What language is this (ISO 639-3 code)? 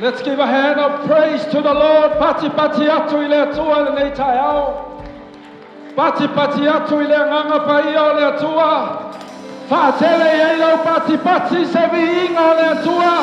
smo